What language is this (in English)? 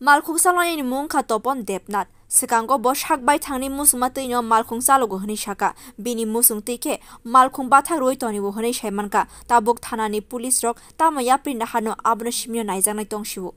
Kok Borok